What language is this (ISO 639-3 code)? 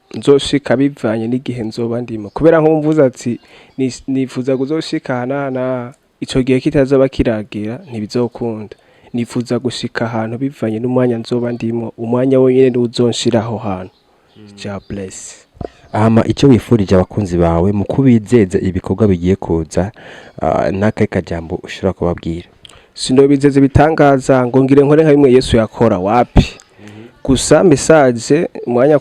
run